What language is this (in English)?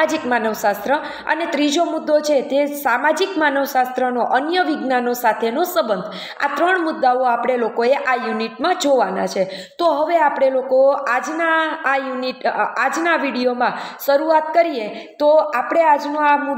Gujarati